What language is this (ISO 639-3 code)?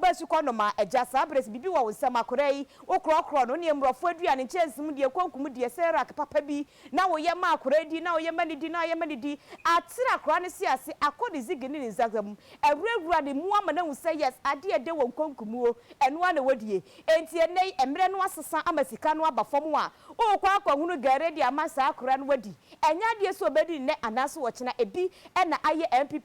aka